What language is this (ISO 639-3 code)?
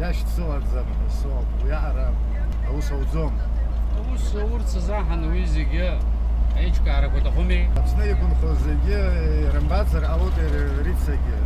abk